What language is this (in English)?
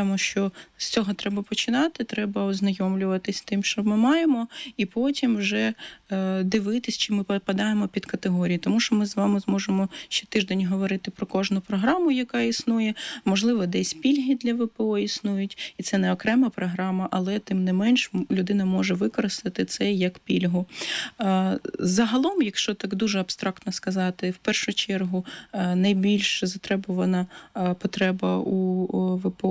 Ukrainian